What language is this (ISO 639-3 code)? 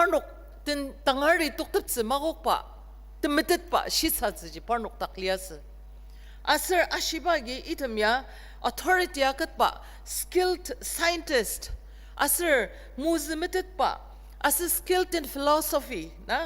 njo